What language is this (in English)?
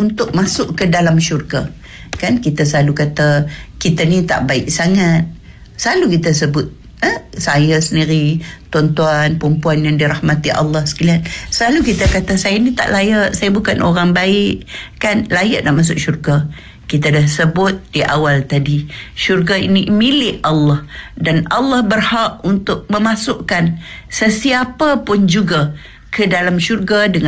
Malay